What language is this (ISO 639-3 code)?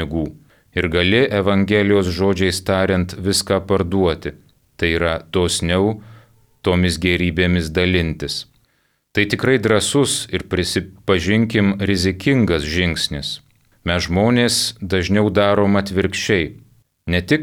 lit